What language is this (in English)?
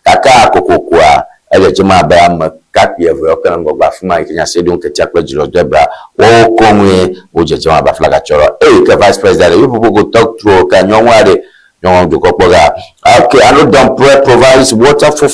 Ewe